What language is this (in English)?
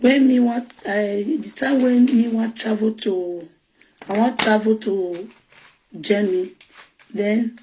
Nigerian Pidgin